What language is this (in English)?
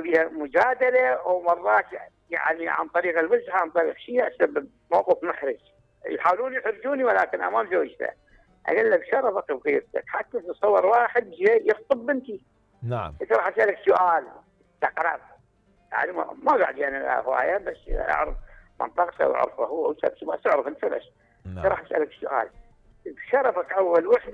Mesopotamian Arabic